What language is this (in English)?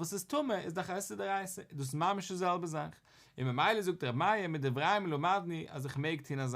Yiddish